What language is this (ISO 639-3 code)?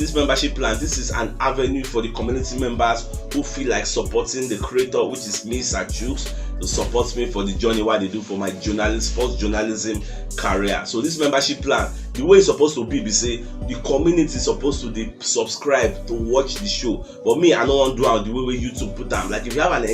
pcm